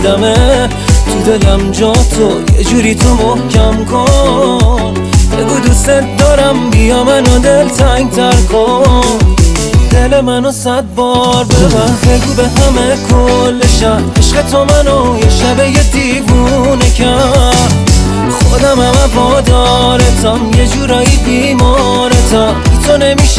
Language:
Persian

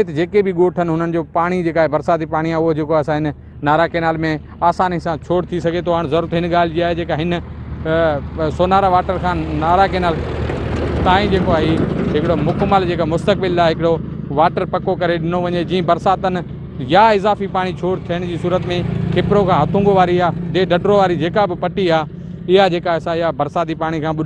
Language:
Sindhi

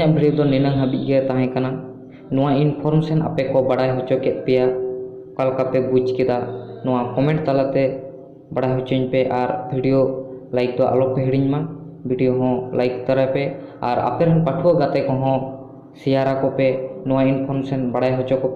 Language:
Santali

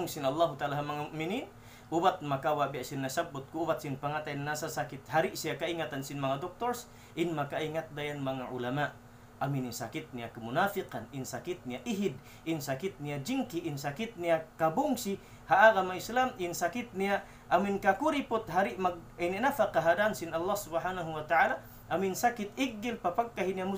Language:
Tausug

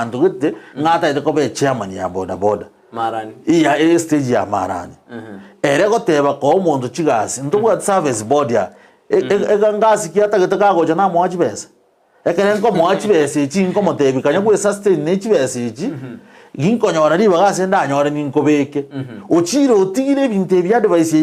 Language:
Gusii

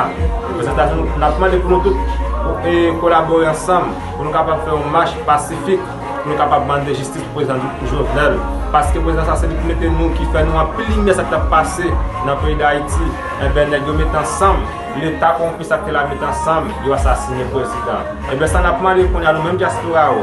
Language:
Haitian Creole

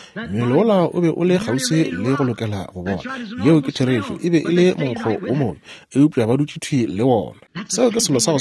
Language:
Northern Sotho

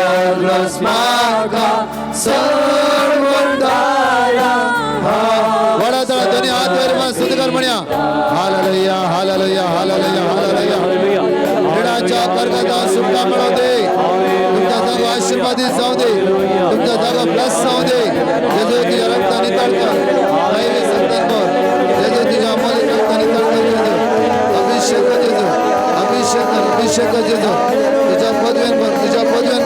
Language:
Konkani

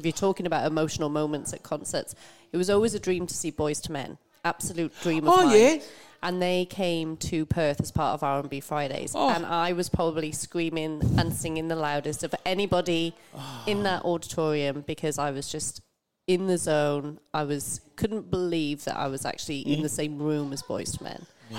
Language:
English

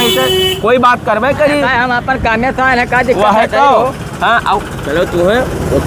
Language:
Awadhi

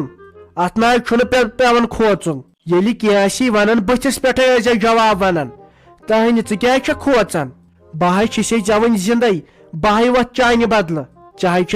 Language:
Kashmiri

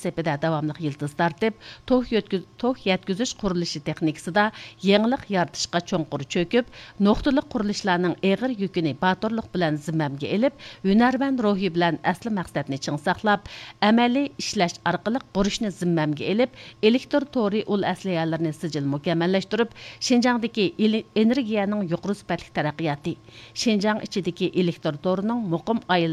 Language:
Uyghur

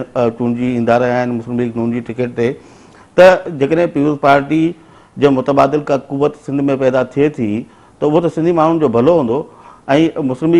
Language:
Sindhi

